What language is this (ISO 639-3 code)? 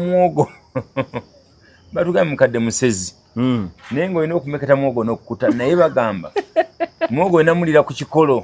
lug